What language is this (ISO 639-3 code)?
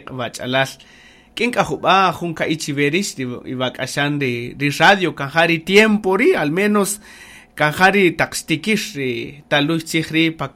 cak